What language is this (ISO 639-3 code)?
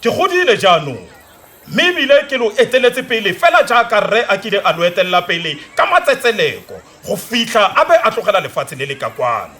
tsn